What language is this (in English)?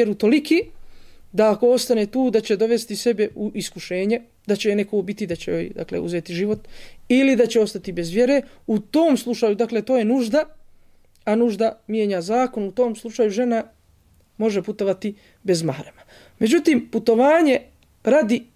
Bosnian